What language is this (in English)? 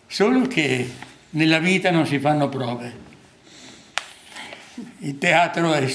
Italian